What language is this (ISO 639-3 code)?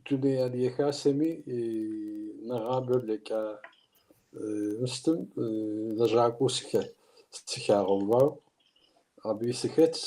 kbd